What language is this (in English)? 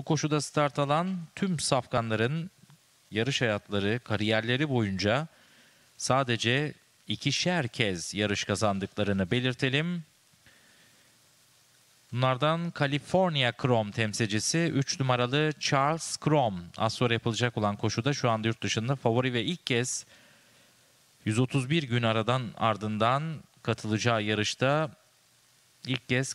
Turkish